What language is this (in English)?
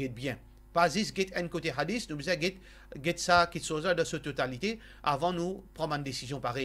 Morisyen